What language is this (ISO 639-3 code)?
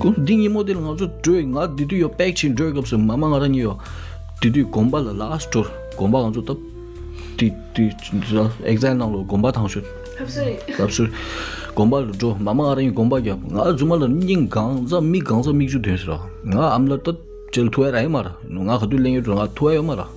bod